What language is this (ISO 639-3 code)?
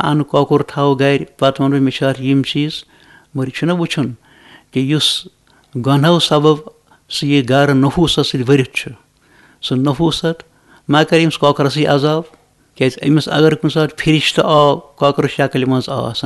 kas